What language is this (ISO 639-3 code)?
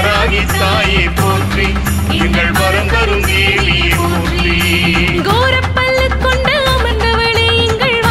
tam